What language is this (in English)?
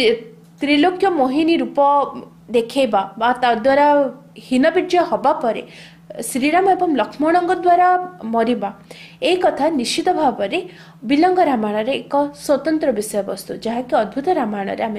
Odia